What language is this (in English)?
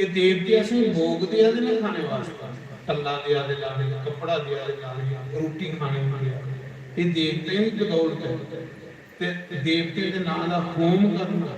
Dogri